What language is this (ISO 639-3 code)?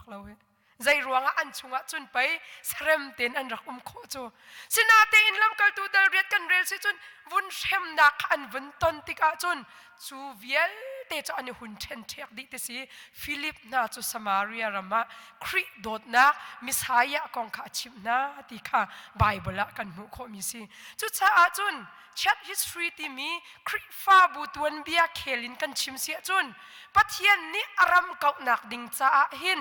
cnh